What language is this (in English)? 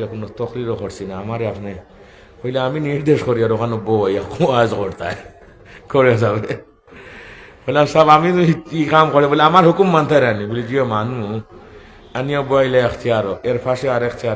Sylheti